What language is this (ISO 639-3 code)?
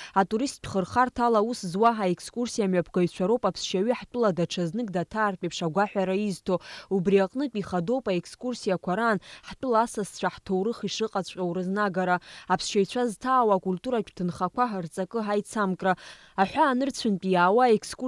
abk